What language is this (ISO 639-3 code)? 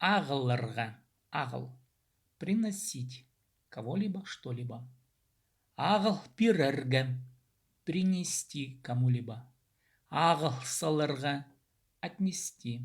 kjh